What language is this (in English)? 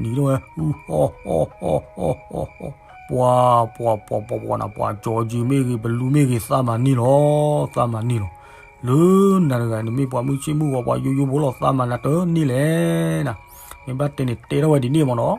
S'gaw Karen